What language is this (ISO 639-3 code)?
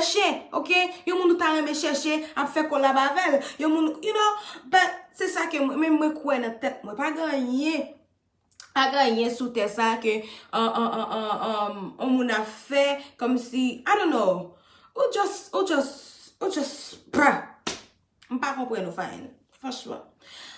hat